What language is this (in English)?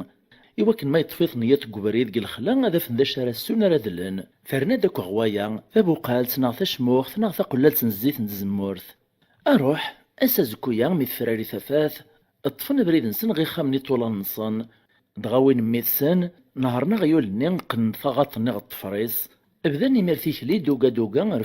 Kabyle